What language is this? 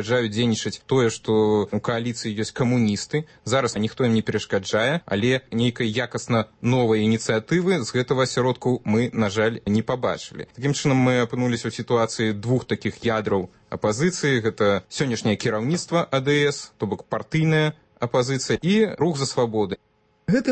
Belarusian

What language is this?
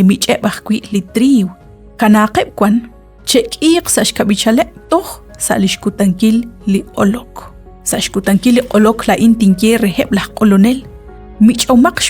Kekchí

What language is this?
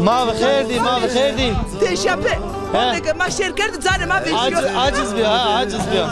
Zaza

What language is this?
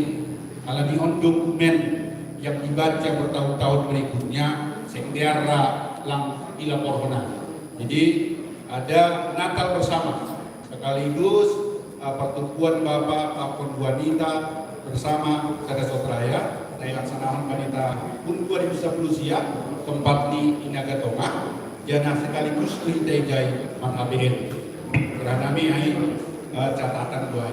Batak Simalungun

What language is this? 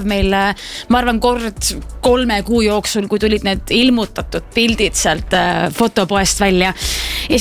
Estonian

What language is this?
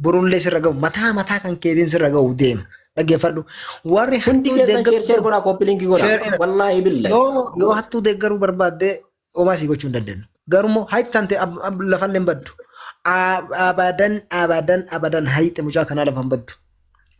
Oromo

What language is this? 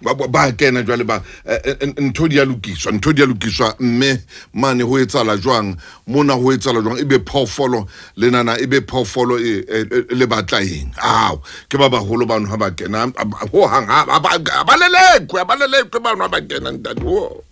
Southern Sotho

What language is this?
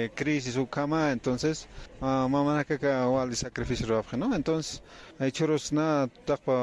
Aymara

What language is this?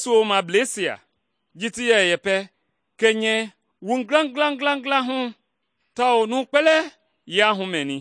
Mende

